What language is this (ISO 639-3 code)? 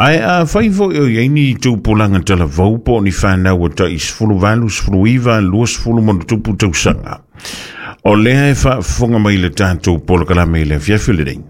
smo